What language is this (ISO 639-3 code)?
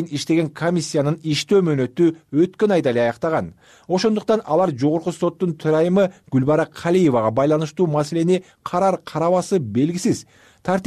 kir